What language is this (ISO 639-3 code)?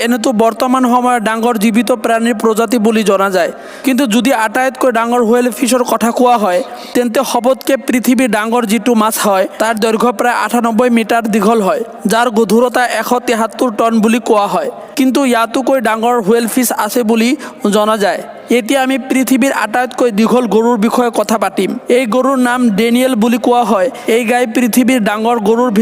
asm